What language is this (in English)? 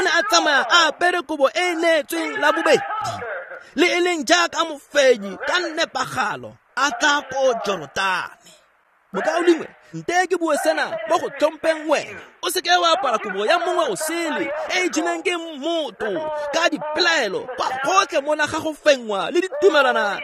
Tswana